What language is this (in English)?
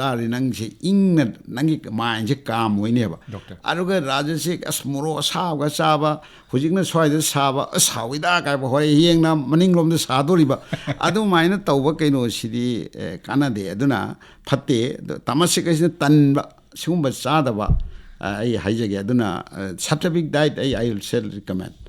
Manipuri